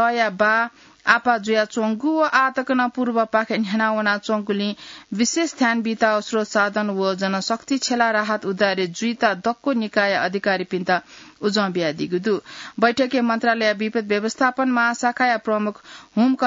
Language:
Newari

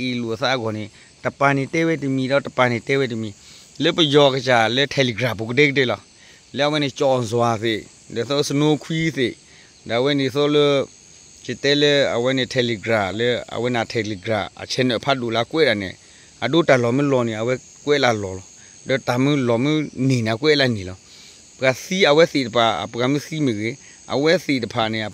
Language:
S'gaw Karen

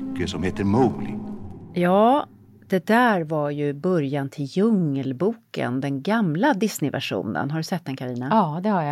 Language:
Swedish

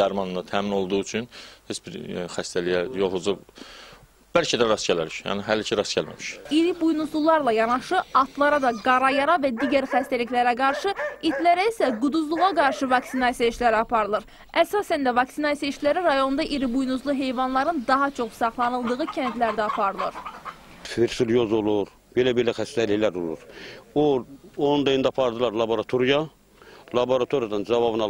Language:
Azerbaijani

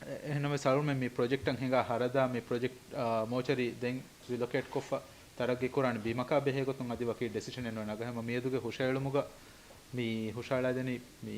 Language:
Divehi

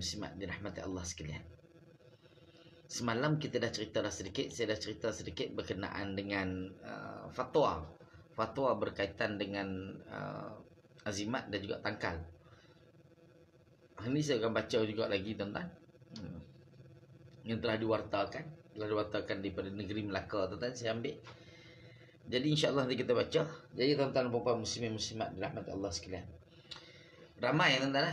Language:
Malay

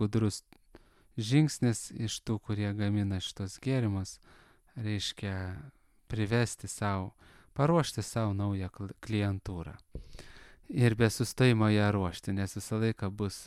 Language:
Lithuanian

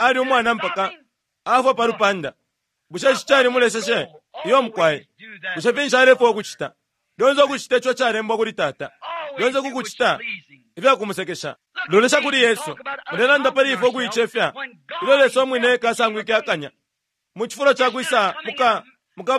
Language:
Bemba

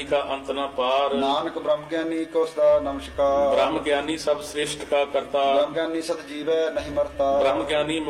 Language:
Punjabi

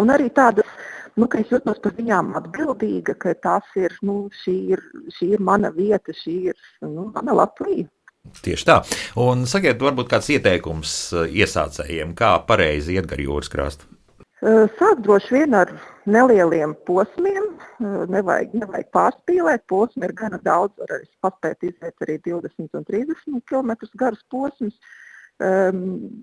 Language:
Latvian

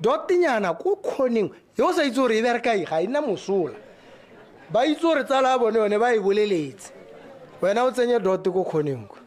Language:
Tswana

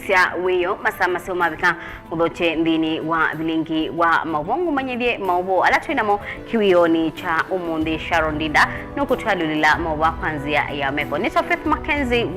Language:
Kamba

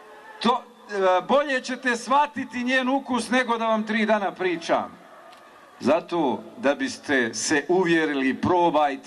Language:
Bosnian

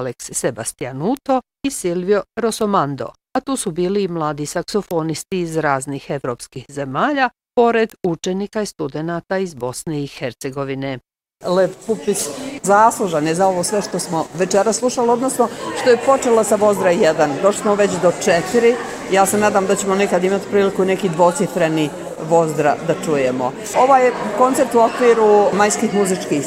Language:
Bosnian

